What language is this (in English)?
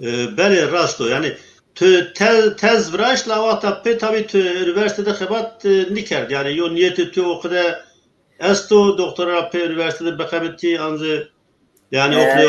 Zaza